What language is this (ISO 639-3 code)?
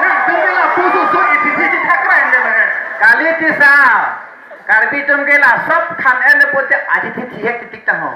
mjw